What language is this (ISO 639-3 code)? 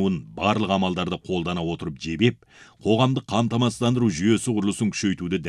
kaz